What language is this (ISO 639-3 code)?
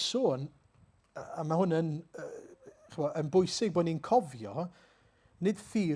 cym